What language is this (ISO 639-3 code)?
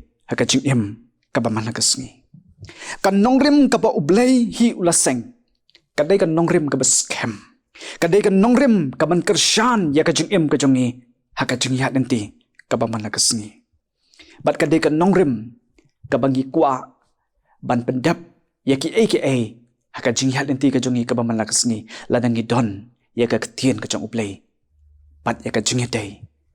kha